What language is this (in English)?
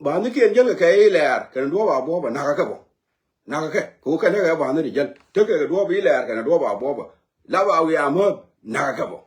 Nuer